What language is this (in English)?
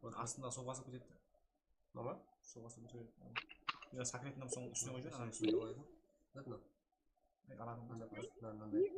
Kara-Kalpak